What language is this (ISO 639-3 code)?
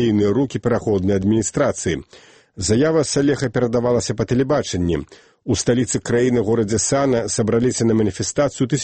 bel